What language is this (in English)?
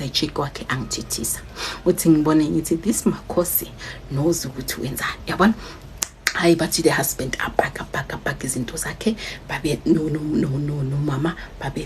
Zulu